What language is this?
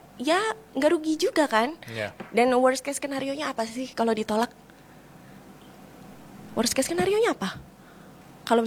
Indonesian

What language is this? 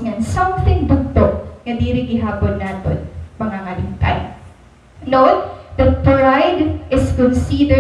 Waray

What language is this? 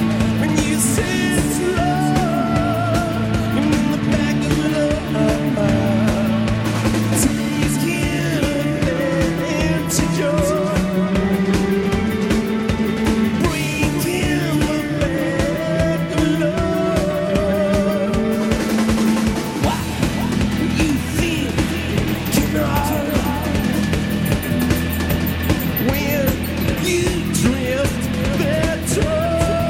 French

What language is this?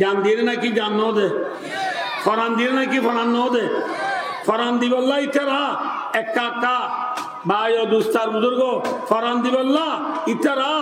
Rohingya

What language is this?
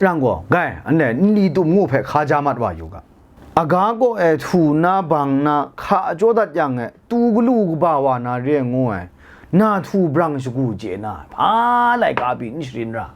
Kachin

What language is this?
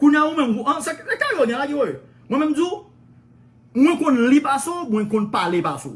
Haitian Creole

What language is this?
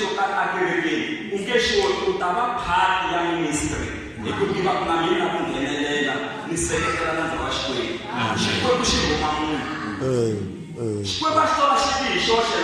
Tsonga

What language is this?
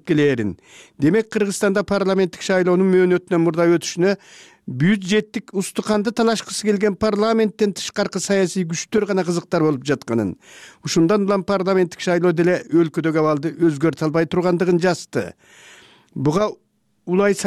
Kyrgyz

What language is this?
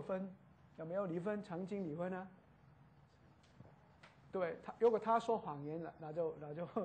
Chinese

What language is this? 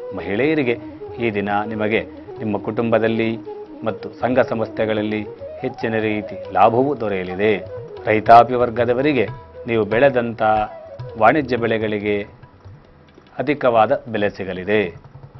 Kannada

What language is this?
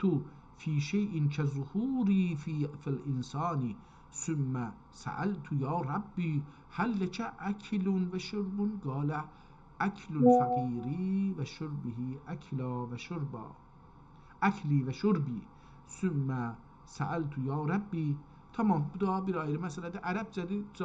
South Azerbaijani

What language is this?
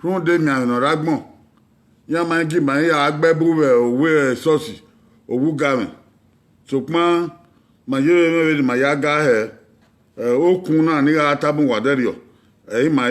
Bini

